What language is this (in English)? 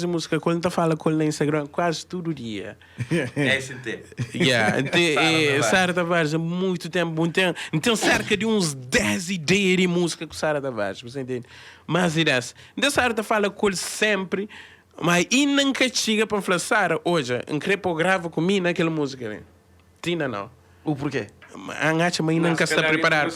Kabuverdianu